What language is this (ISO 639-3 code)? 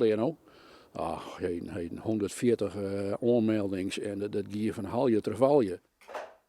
fry